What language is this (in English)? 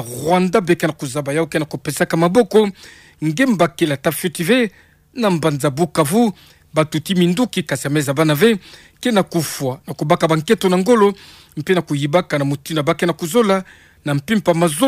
Kituba (Democratic Republic of Congo)